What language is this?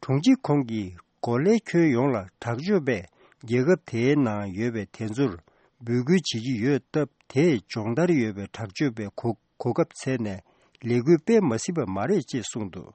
Tibetan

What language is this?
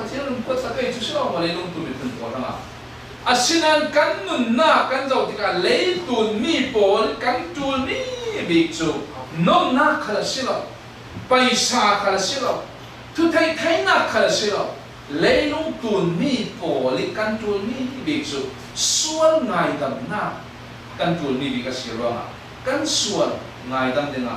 Falam Chin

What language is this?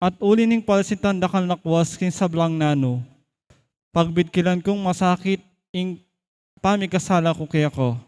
Pampanga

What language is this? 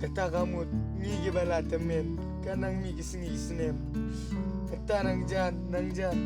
Khasi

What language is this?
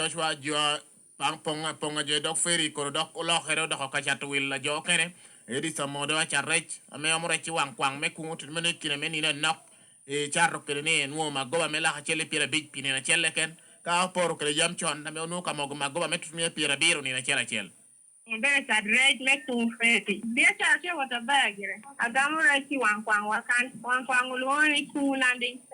Lango (Uganda)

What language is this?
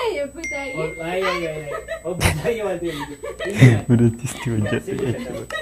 Oromo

